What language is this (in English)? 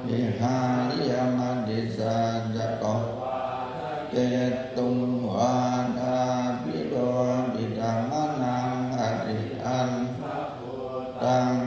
Pali